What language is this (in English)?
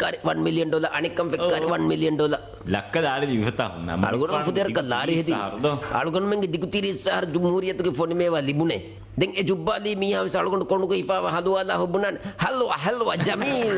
Divehi